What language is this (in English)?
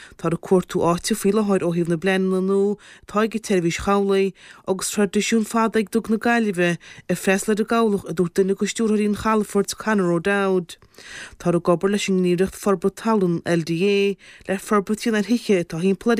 Irish